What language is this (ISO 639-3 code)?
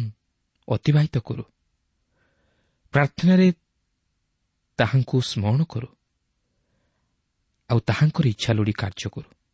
ori